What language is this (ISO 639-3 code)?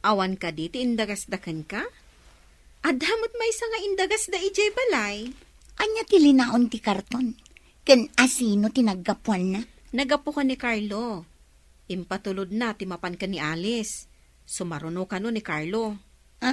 ilo